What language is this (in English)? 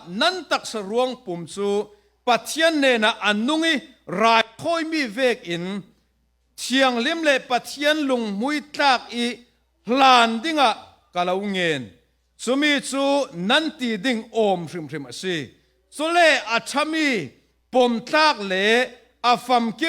Falam Chin